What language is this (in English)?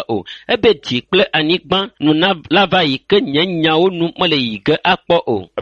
Ewe